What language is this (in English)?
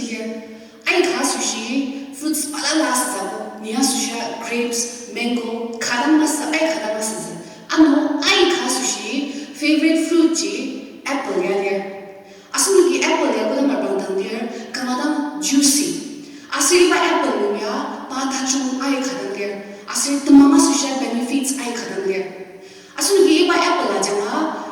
Ao Naga